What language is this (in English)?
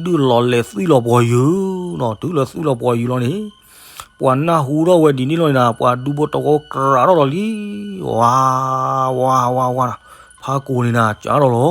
S'gaw Karen